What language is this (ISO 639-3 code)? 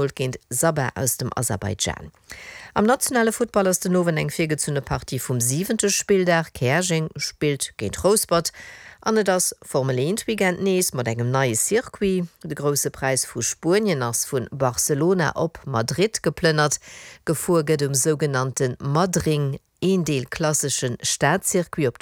ltz